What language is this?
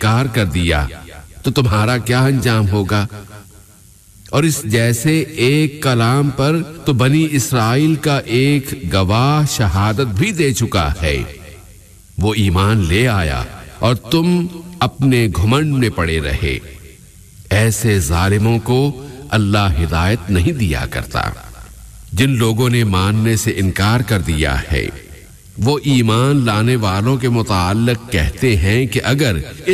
Urdu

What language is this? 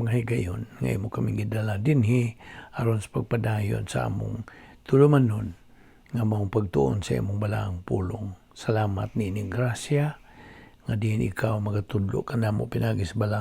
Cebuano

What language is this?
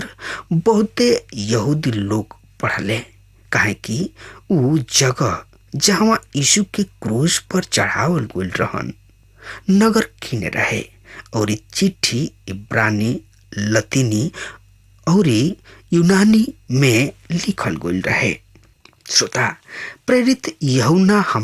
Bhojpuri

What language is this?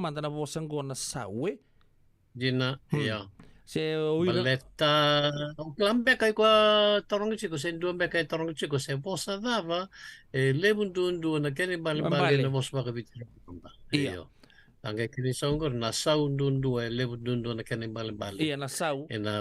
Fijian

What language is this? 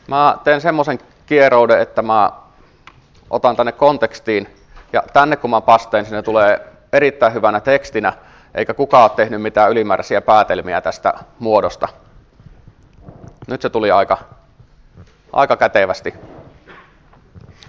Finnish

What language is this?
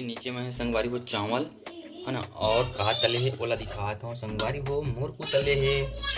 Chhattisgarhi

